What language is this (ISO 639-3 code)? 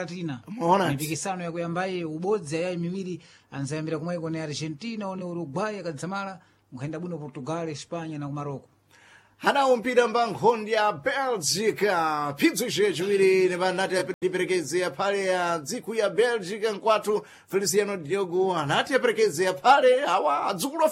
seh